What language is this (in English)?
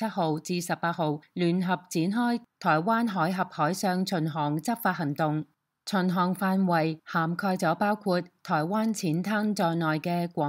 Cantonese